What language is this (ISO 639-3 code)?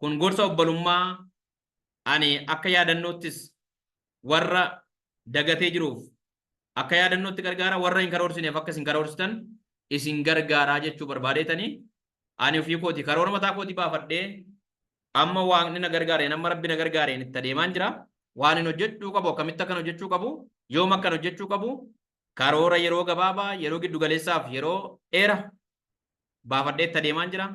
orm